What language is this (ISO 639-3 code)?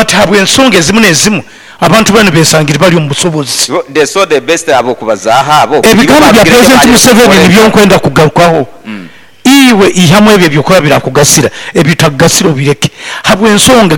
nyo